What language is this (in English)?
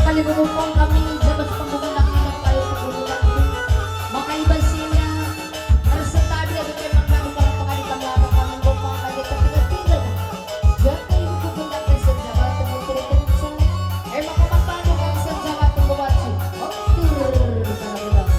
Batak Karo